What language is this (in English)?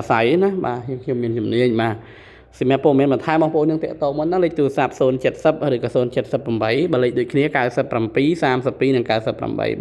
Khmer